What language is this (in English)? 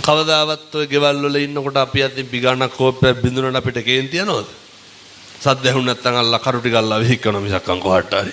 Sinhala